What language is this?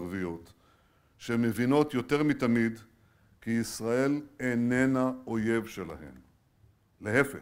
Hebrew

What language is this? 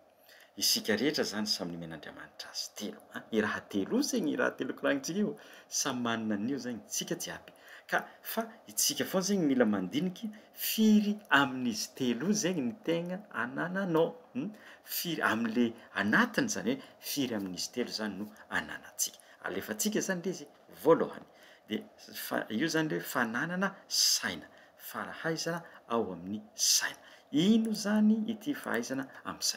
Malagasy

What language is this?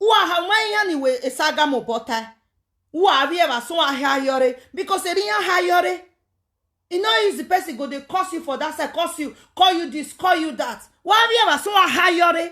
Nigerian Pidgin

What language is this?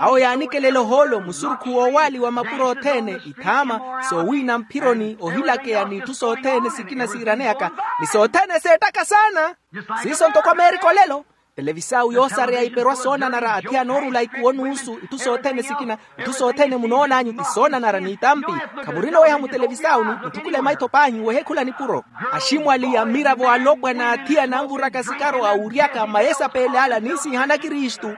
Makhuwa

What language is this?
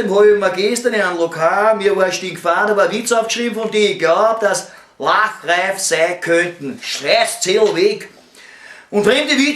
Bavarian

